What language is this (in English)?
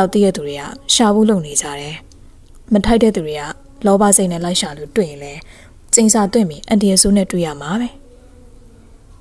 Burmese